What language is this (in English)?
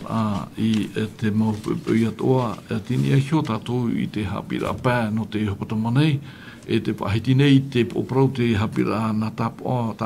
Tahitian